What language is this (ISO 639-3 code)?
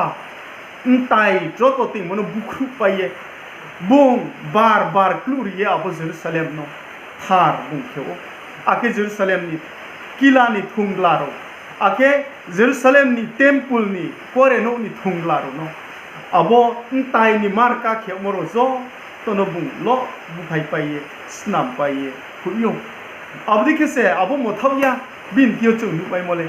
ria